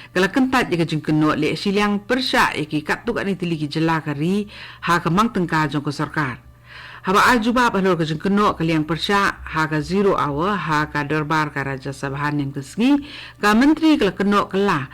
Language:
Khasi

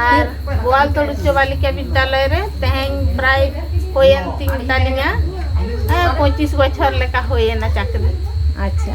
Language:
Santali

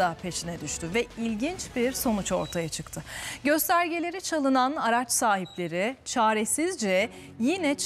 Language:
Turkish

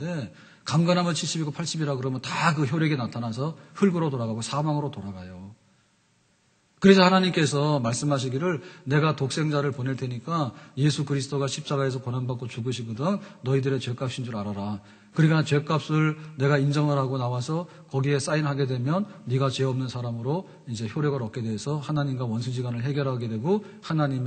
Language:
Korean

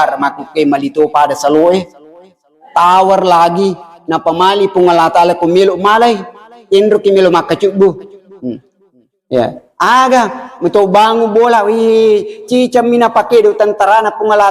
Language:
Buginese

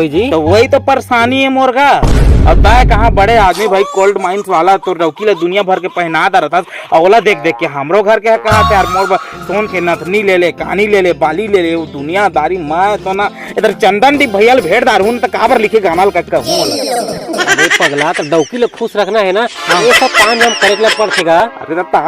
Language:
Chhattisgarhi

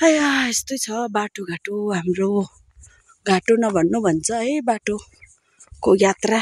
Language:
Nepali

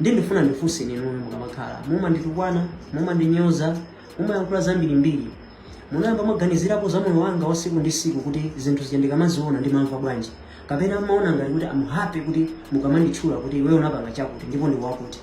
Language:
Nyanja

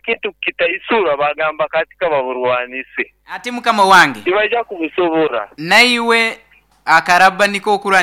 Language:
Nyoro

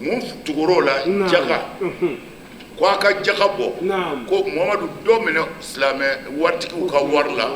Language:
Bambara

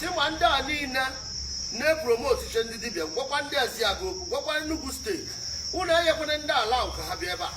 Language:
Igbo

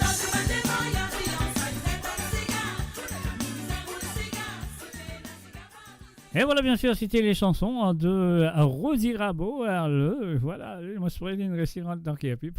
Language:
Morisyen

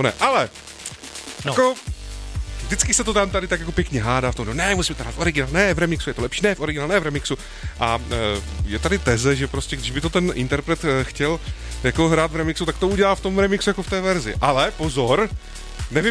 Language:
Czech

